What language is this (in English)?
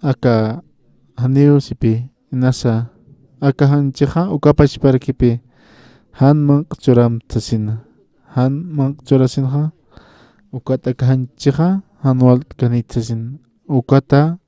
Aymara